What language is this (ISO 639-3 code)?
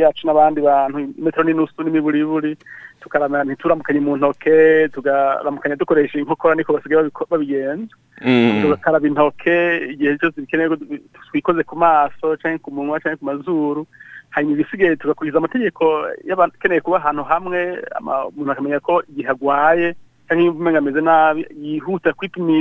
run